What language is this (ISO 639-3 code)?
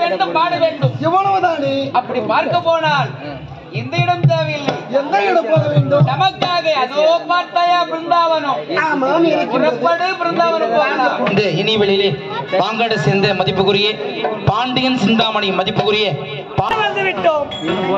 tam